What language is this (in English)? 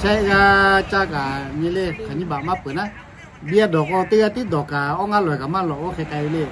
Lahu